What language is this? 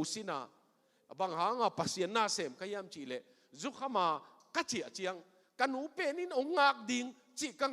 Tedim Chin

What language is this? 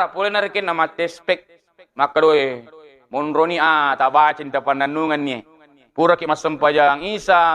Buginese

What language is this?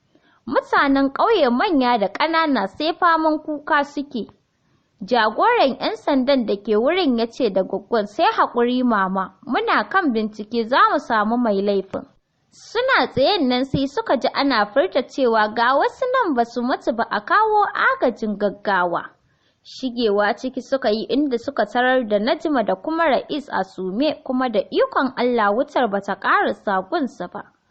Hausa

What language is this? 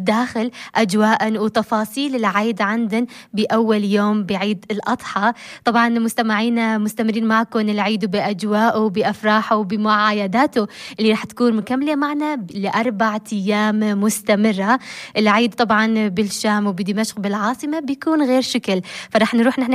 North Levantine Arabic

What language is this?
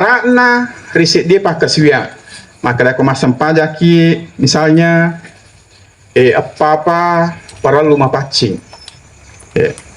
Buginese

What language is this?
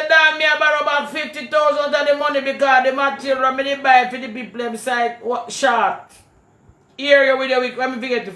Jamaican Creole English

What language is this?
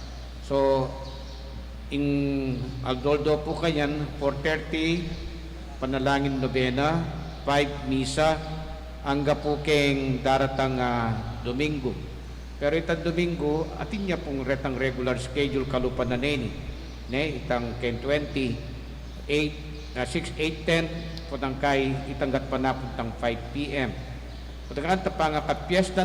Pampanga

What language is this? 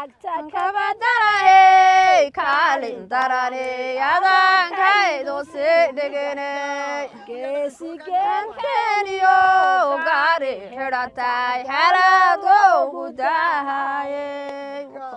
Somali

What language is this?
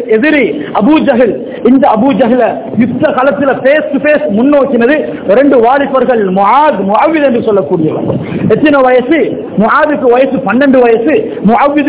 Tamil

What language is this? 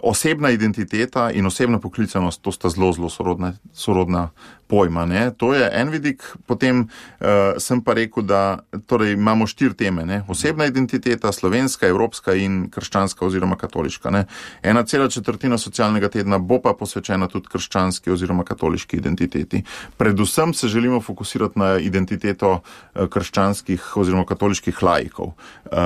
Slovenian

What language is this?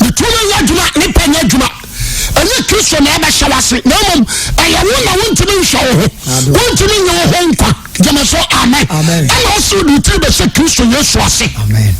Akan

